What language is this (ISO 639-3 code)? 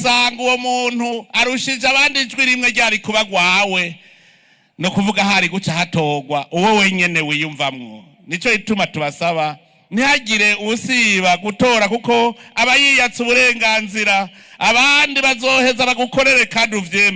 run